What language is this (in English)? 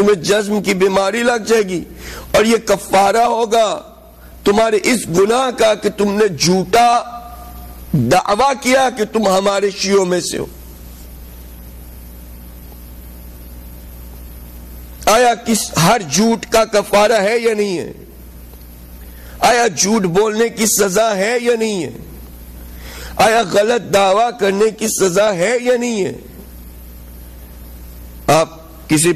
Urdu